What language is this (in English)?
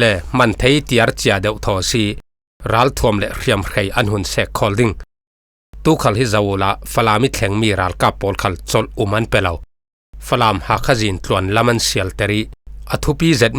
Falam Chin